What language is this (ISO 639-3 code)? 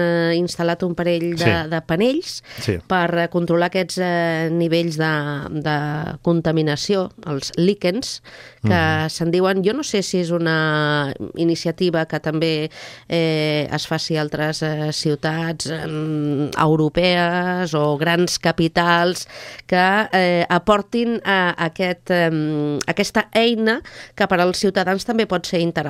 cat